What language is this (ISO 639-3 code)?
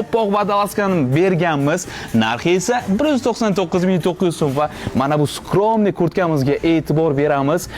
uzb